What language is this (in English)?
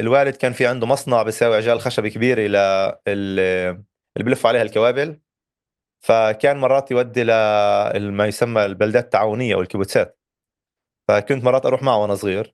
North Levantine Arabic